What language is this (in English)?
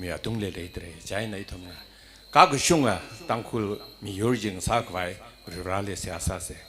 Tangkhul Naga (India)